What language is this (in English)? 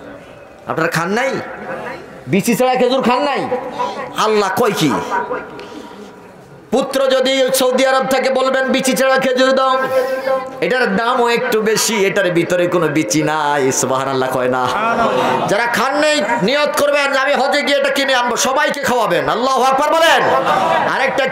Bangla